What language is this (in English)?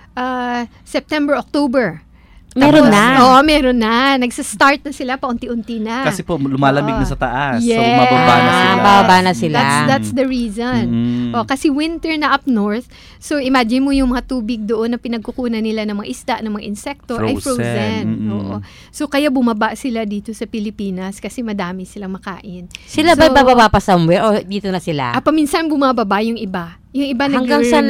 Filipino